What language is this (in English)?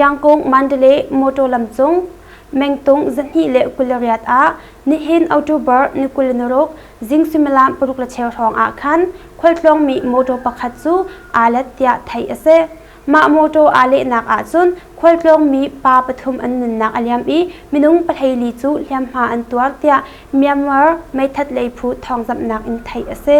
Hakha Chin